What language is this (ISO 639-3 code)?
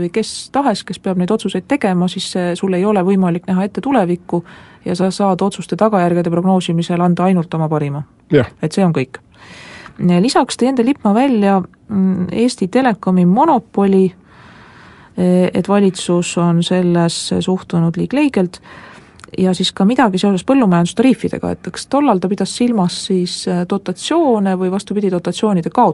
est